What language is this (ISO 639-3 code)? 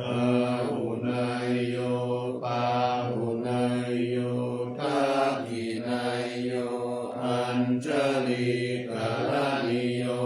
pli